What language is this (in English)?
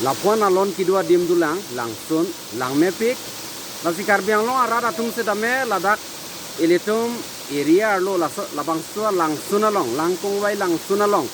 Karbi